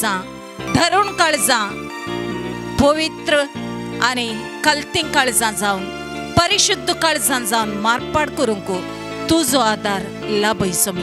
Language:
Konkani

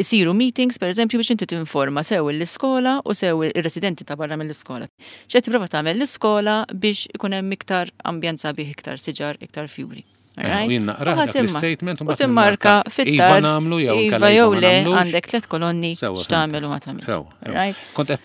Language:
Maltese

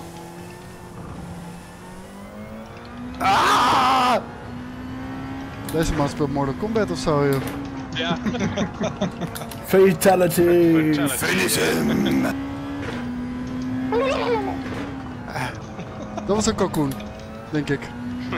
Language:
Dutch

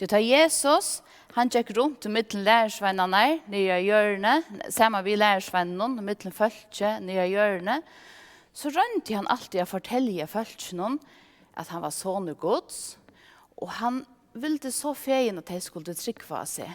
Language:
Faroese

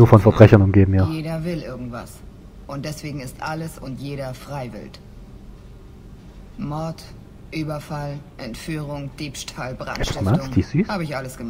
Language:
German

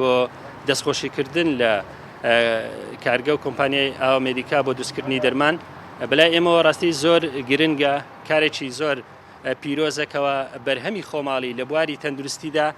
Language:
Central Kurdish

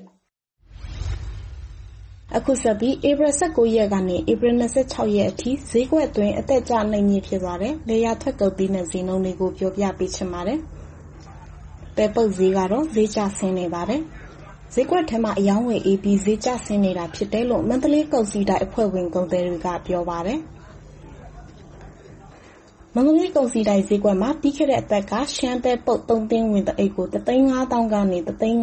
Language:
Burmese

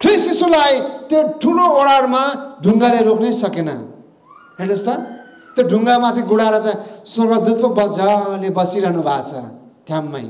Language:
Nepali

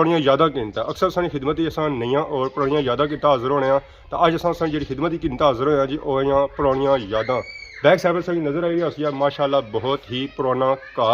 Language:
Pahari-Potwari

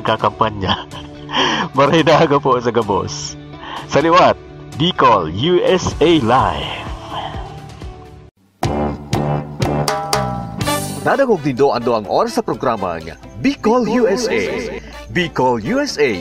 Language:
Bikol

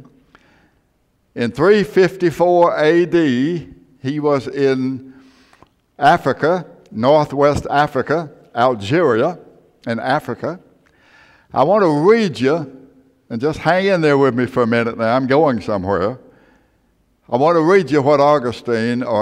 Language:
English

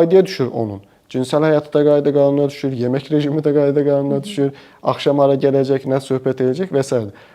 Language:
Azerbaijani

